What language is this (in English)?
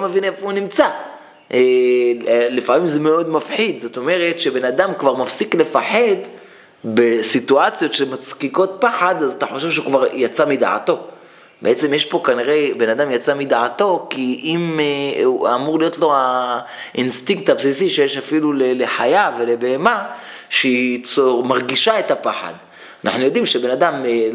Hebrew